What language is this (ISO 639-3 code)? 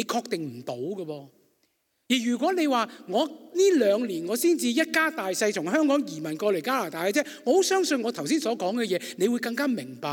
yue